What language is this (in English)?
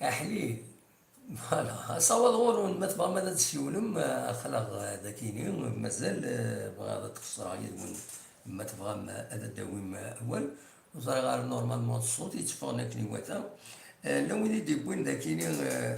Kabyle